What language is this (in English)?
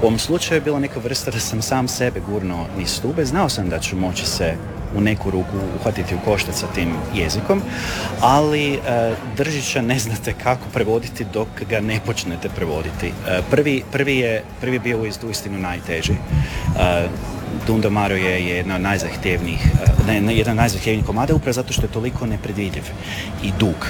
Croatian